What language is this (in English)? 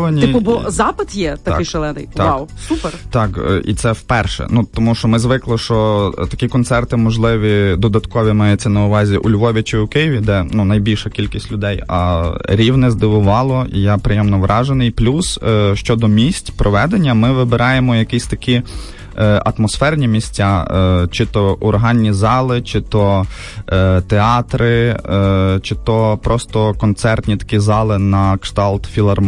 Ukrainian